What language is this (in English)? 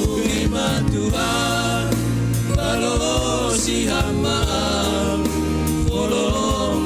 Batak Simalungun